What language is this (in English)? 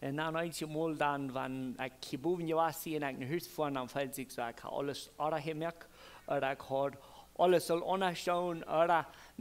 Plautdietsch